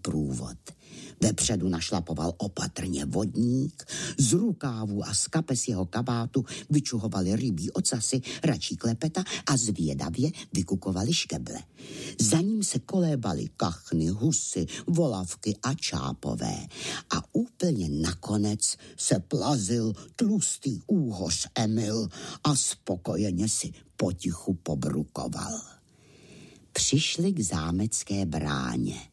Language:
Czech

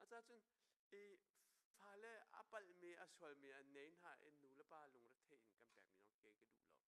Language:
Hakha Chin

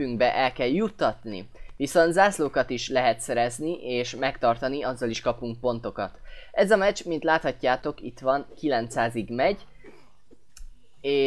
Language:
Hungarian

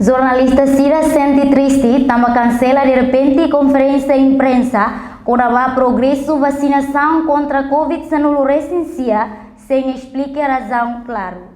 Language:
Tetum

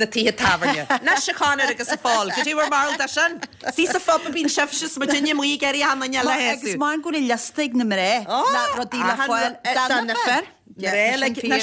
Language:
Irish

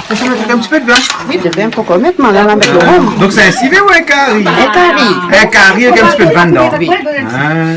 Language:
Réunion Creole French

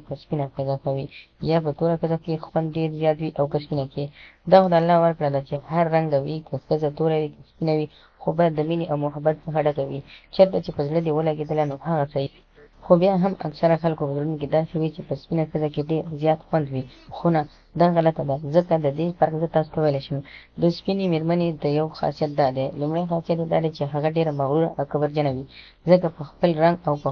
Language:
Pashto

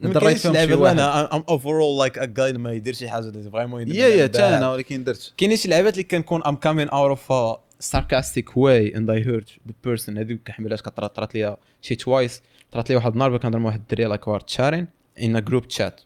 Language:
Moroccan Arabic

